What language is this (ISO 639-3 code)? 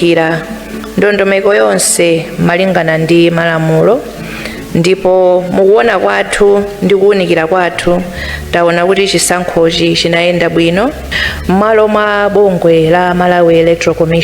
nya